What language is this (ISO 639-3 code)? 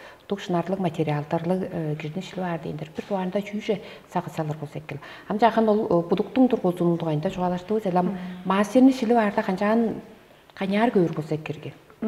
tyv